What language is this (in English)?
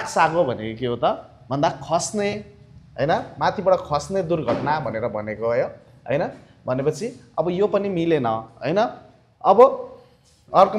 Nepali